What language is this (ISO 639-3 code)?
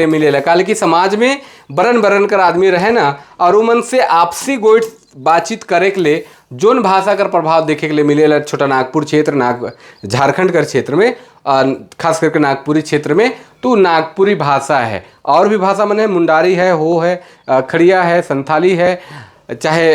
sck